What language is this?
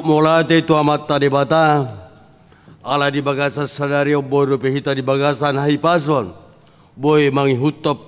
Batak Toba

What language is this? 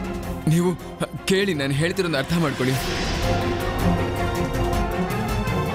Kannada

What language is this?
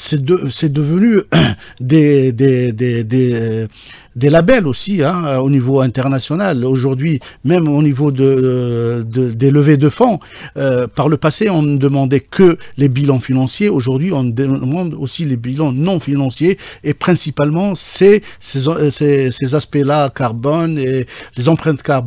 French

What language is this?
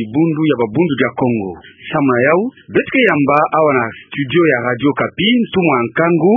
Kituba (Democratic Republic of Congo)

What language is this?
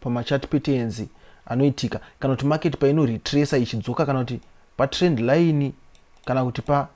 Shona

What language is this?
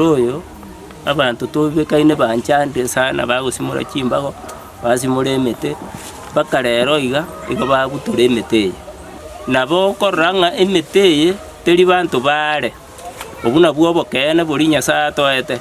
Gusii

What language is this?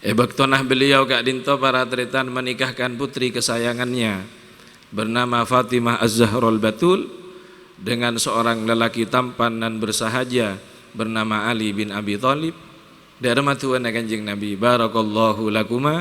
Madurese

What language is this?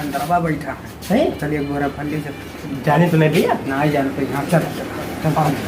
Awadhi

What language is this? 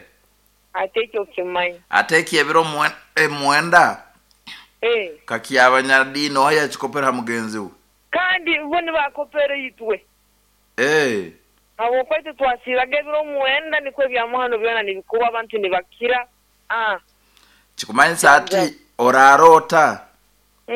Nyoro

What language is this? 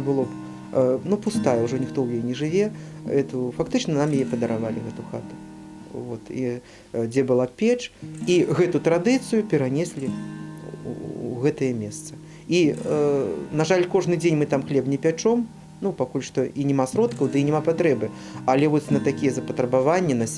Belarusian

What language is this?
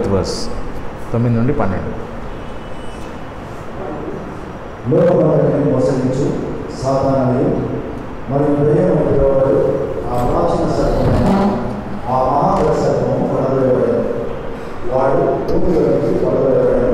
Telugu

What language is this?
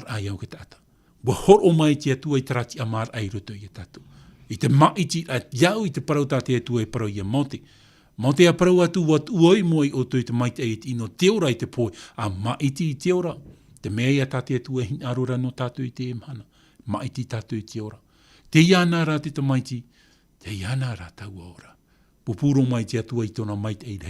Tahitian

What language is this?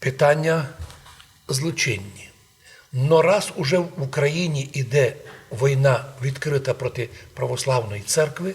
Rusyn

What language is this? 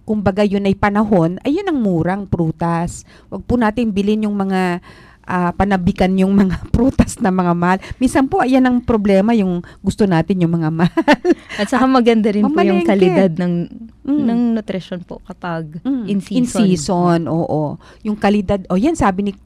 Filipino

